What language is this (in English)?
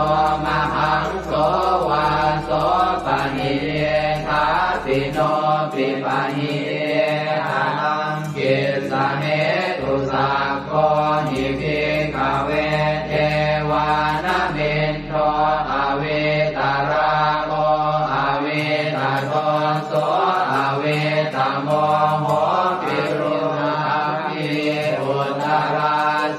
Pali